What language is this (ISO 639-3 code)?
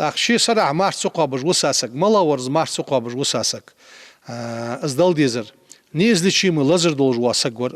inh